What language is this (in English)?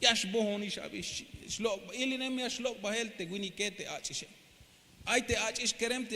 Tzeltal